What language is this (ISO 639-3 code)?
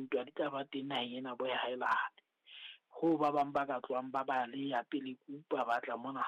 sot